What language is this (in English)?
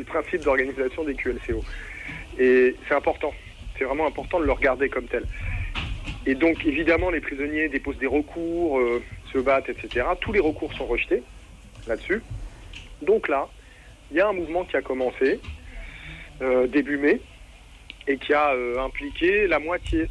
French